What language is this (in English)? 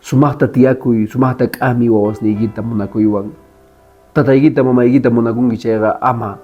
Quechua